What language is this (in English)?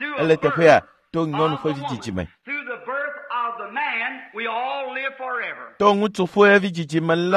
Ewe